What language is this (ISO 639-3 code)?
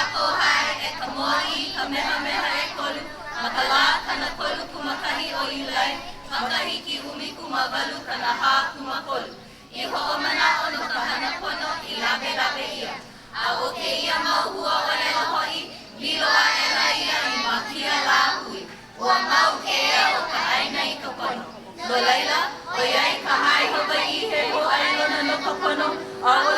haw